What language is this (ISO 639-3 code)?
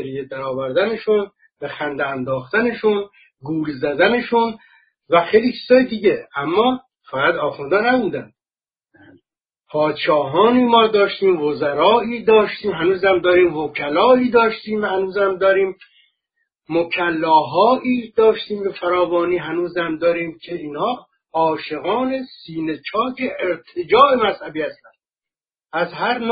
fas